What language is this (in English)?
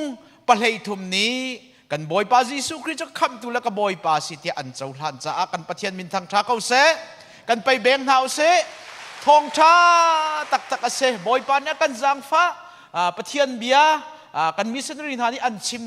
Hakha Chin